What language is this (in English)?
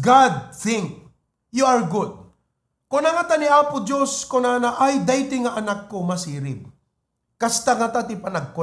Iloko